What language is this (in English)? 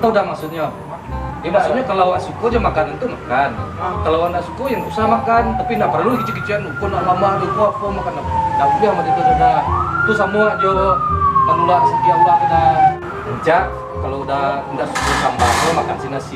Minangkabau